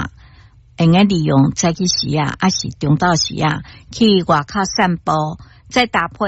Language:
Min Nan Chinese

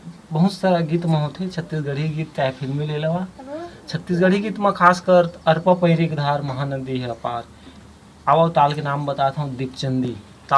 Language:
Chhattisgarhi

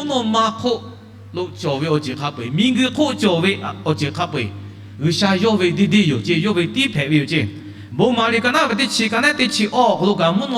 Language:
Lahu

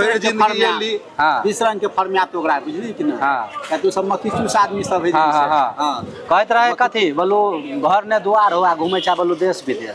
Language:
Maithili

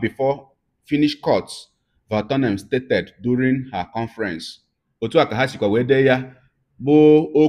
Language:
Igbo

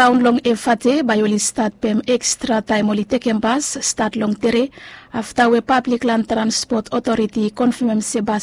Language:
Bislama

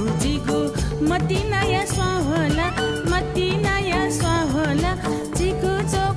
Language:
Newari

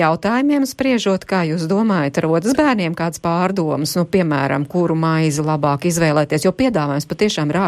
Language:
Latvian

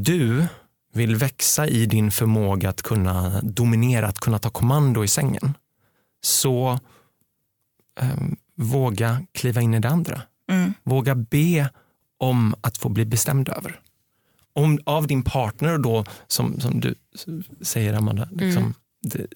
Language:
Swedish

